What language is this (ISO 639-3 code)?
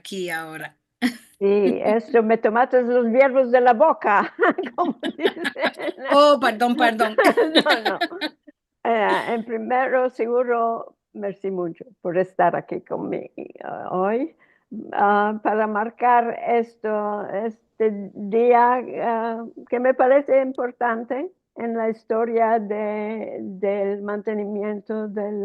lad